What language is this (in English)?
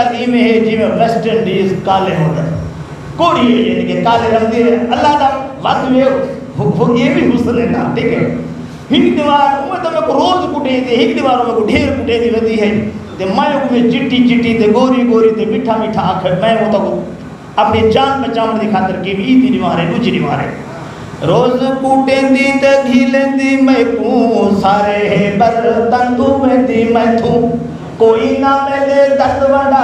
Saraiki